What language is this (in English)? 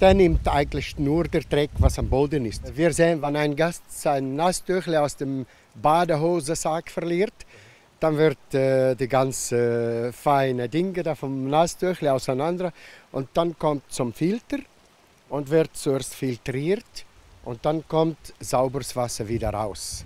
Romansh